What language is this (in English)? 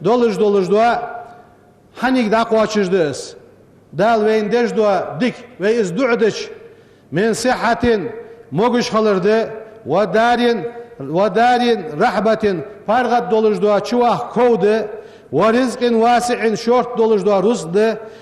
Ingush